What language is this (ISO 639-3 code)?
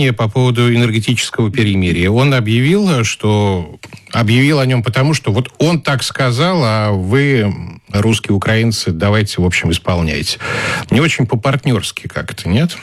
rus